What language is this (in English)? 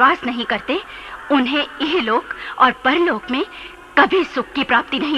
Hindi